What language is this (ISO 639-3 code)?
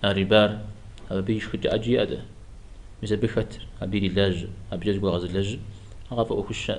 kbd